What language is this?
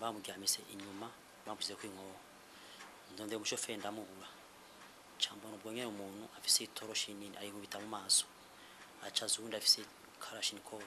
Rundi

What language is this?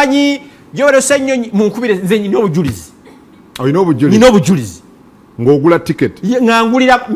Ganda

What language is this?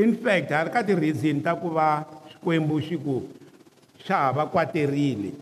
Tsonga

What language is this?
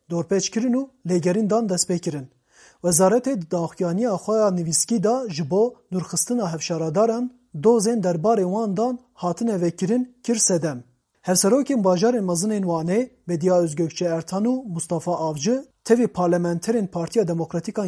Kurdish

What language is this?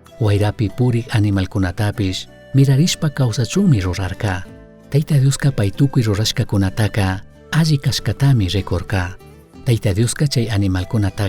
Chimborazo Highland Quichua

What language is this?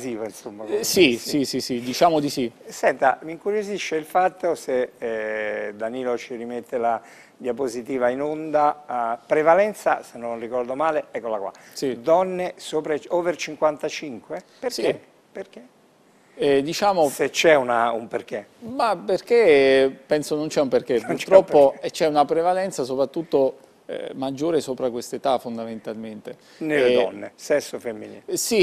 Italian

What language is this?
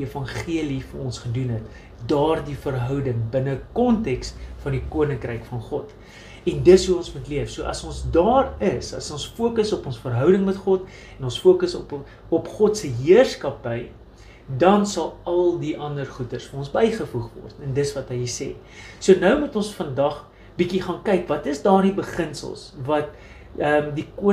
Afrikaans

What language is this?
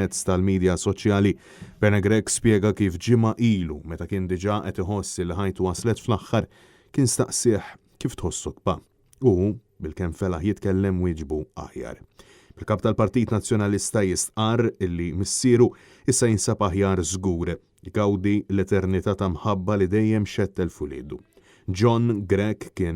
Maltese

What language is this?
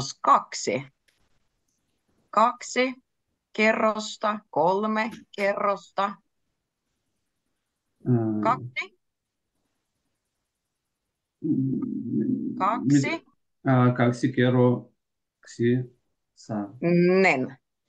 Finnish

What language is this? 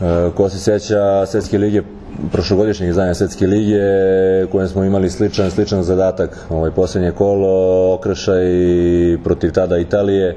Serbian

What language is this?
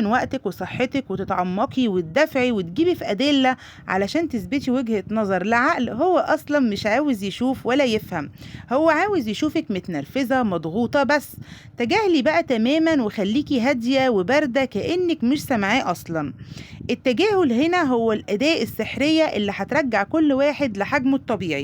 Egyptian Arabic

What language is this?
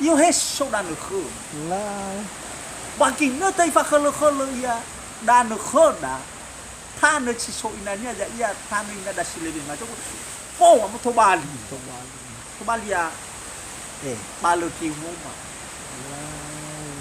Nias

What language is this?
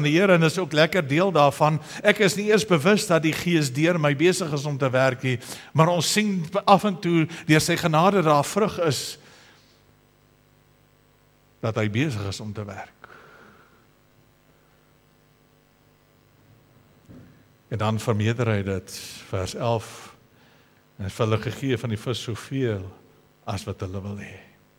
Afrikaans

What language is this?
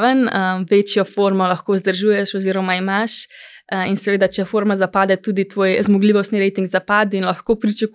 Slovenian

